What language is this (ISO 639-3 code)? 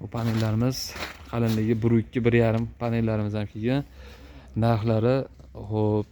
uzb